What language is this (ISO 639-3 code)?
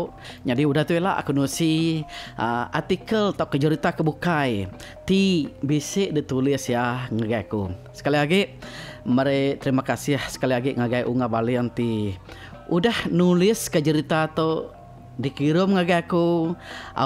iba